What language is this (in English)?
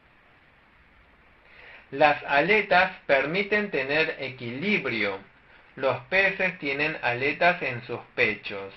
Spanish